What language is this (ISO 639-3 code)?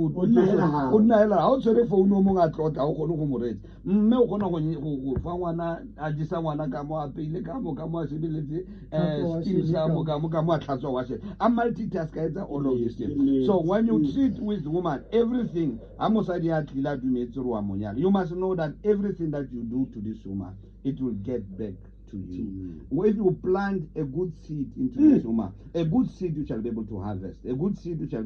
tsn